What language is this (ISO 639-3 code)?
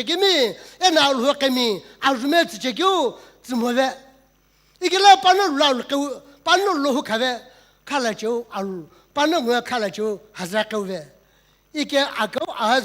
nsm